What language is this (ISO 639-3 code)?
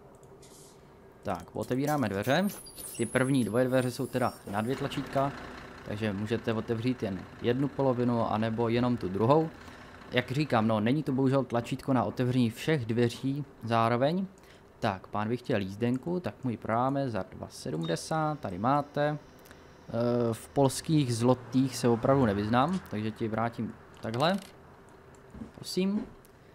ces